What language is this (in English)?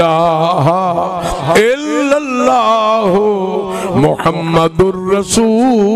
Saraiki